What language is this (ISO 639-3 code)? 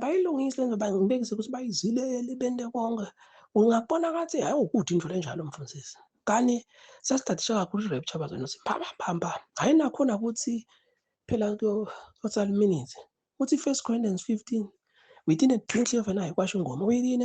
zul